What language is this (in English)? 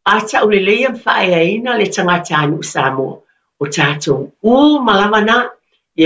Samoan